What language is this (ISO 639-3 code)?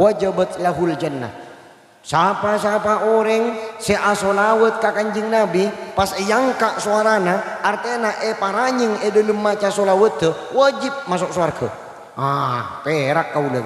mad